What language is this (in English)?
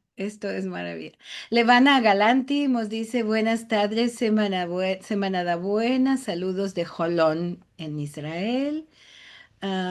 Ladino